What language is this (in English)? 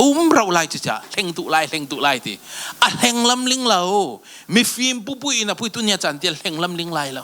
Falam Chin